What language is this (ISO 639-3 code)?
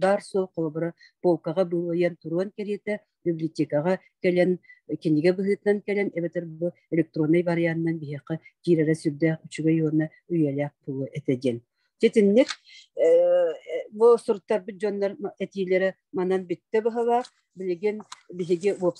sah